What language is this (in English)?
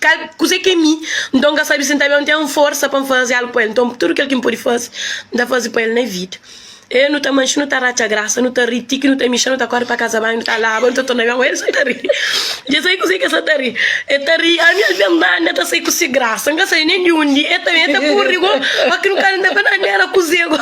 Kabuverdianu